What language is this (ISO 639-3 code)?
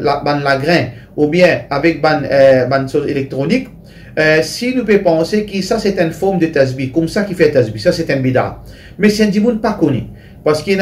mfe